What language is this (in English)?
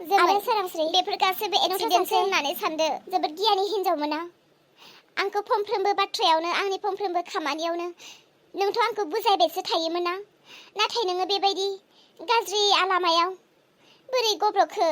Bodo